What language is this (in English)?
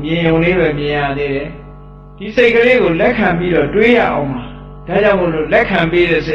Burmese